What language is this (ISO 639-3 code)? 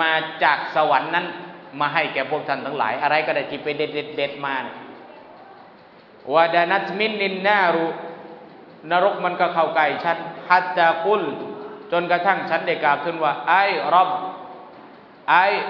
tha